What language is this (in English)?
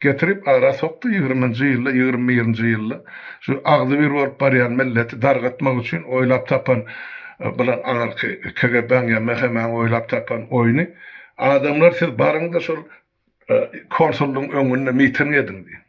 Turkmen